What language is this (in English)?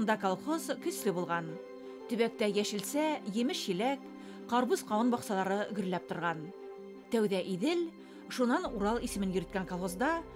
Bashkir